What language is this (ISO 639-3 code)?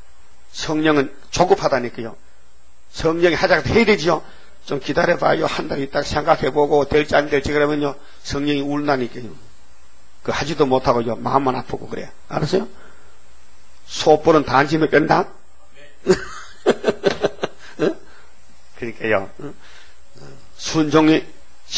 kor